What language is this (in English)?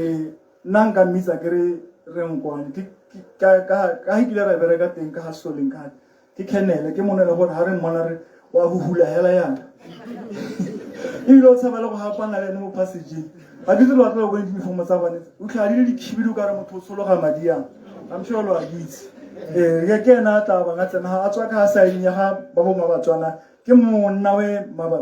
Tswana